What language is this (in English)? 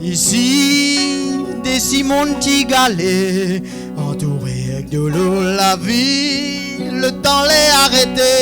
Réunion Creole French